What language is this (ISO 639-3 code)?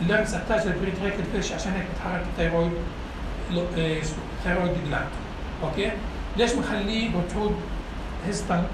apc